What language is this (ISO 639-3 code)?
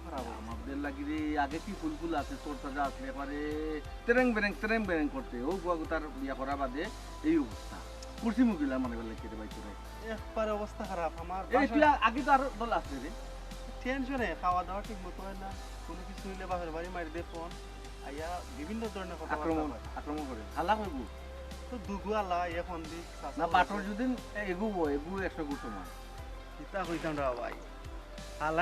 syl